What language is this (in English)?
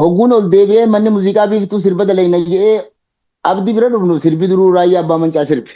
Oromo